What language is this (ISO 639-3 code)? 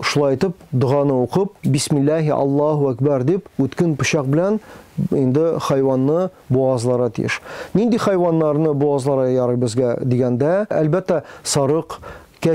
tat